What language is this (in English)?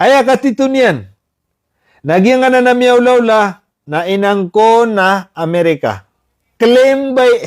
Maranao